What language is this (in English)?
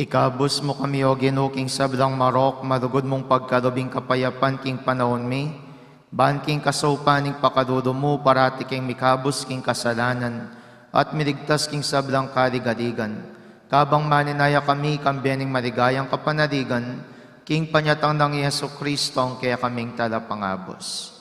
Pampanga